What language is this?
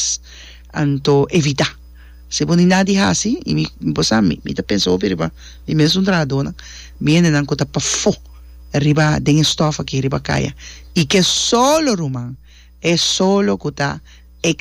Papiamento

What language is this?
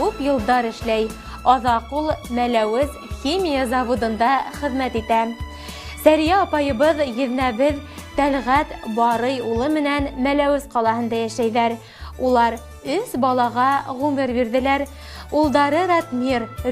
Bashkir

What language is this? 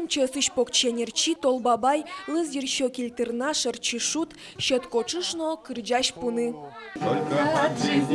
Udmurt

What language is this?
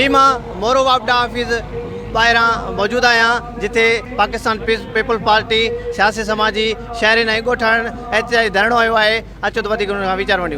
Sindhi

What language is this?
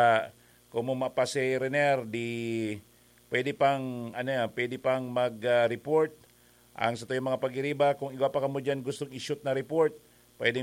Bikol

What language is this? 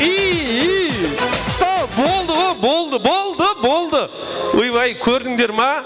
Kara-Kalpak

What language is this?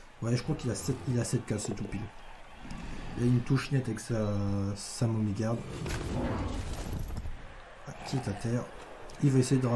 French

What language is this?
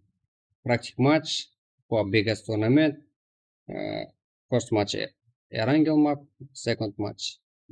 Kara-Kalpak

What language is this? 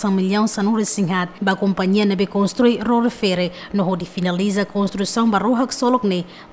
Tetum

